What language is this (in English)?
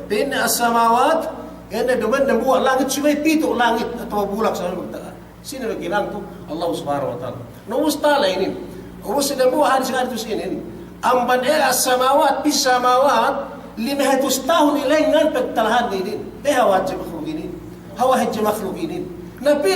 Yakan